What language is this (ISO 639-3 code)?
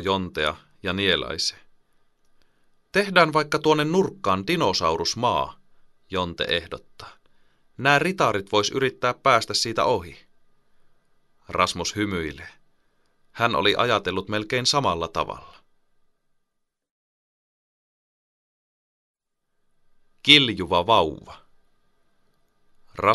fin